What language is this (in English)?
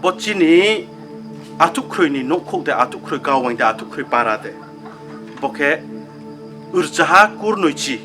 Riang (India)